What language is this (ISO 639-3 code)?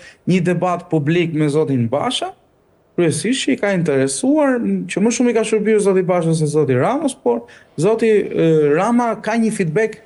sqi